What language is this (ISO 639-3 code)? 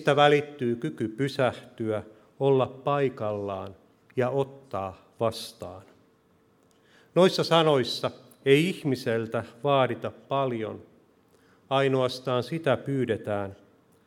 fin